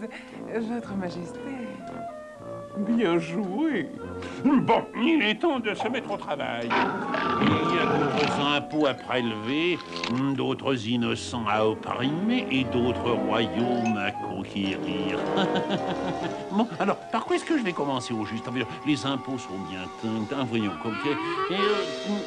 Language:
French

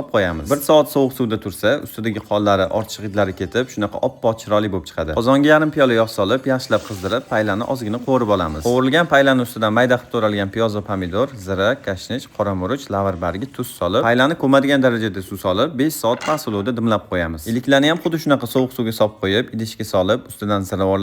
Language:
Uzbek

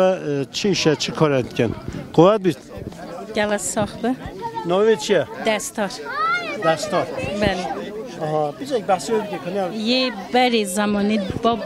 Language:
Kurdish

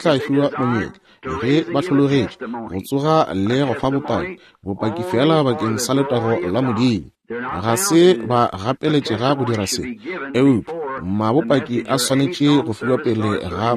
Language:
Northern Sotho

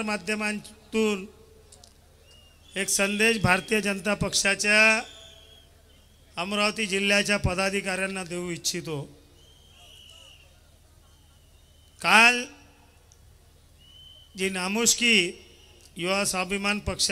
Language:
Marathi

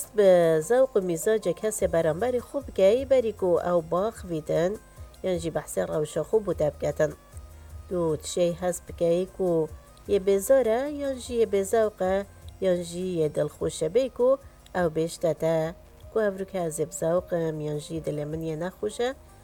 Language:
Kurdish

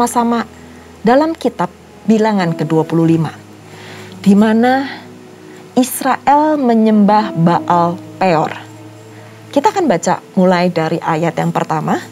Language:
Indonesian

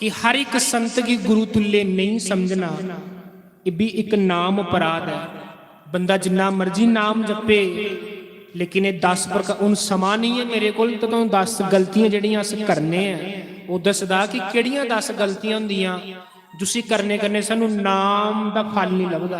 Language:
Dogri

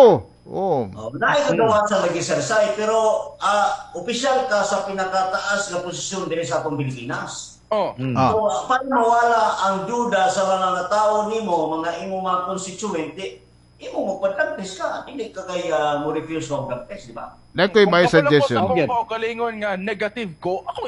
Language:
Cebuano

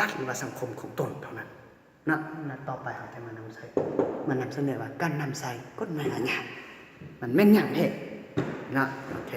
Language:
Lao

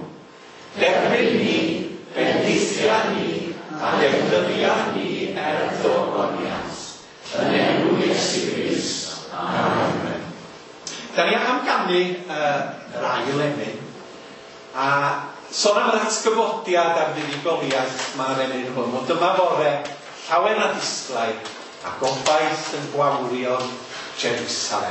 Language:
Welsh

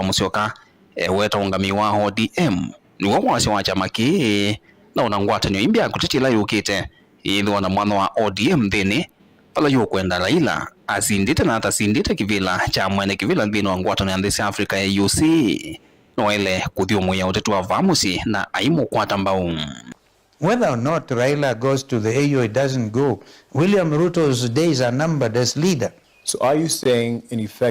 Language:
Kamba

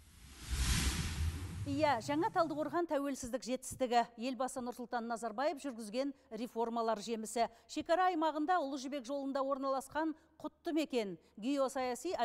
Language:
Kazakh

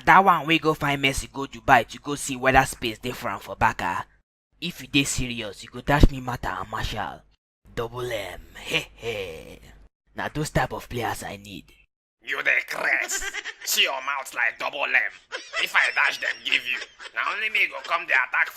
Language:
Nigerian Pidgin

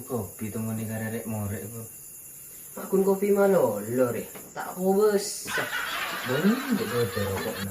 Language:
Madurese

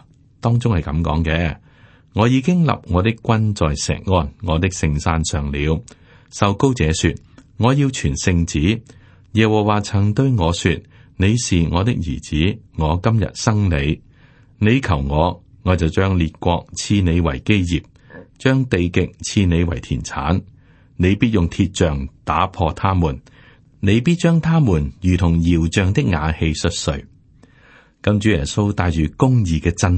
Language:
Cantonese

